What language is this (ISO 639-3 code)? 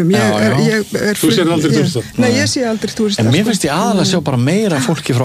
isl